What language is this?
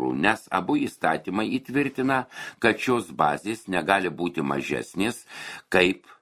Lithuanian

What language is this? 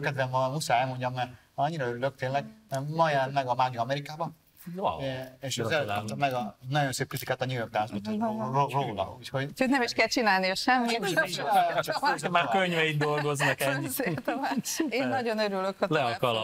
Hungarian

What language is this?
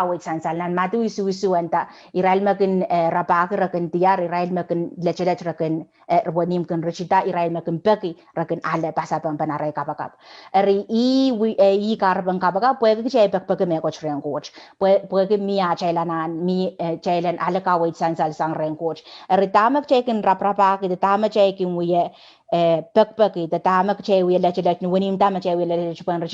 Pohnpeian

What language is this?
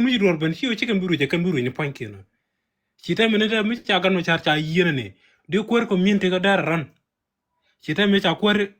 Nuer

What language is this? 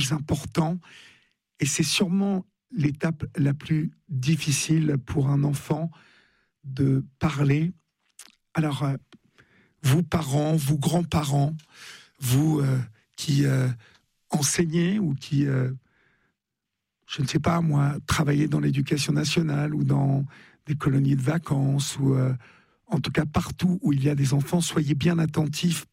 French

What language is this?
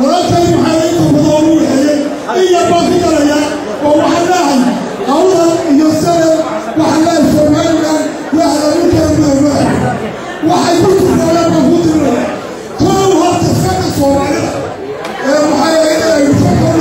Somali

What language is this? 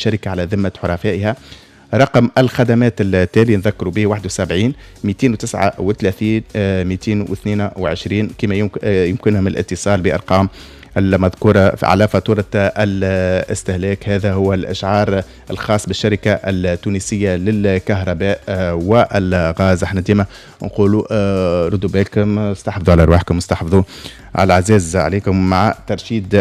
Tunisian Arabic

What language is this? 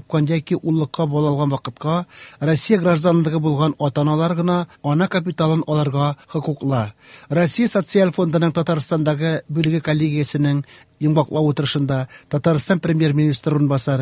Tatar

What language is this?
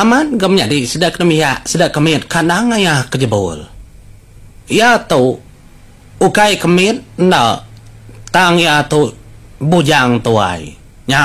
Iban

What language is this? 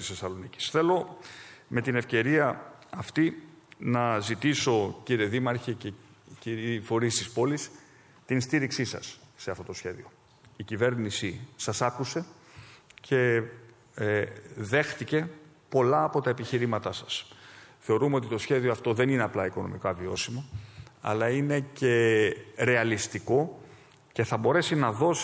Greek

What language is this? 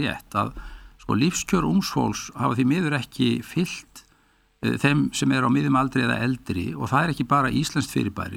Icelandic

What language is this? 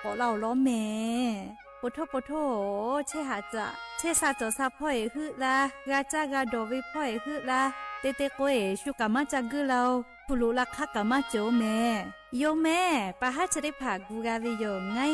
Lahu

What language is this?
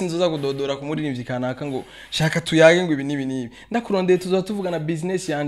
Rundi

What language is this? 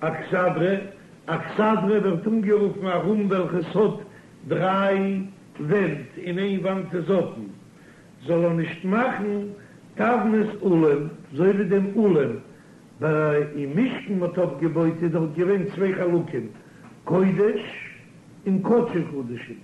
Yiddish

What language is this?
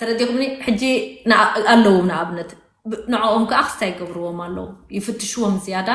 Tigrinya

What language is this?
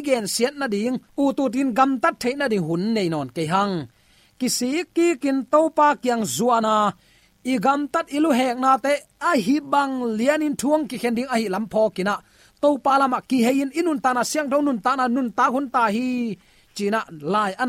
Tedim Chin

